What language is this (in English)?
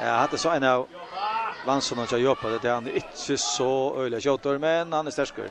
Faroese